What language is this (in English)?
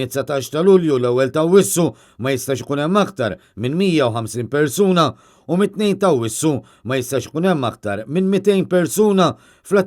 Maltese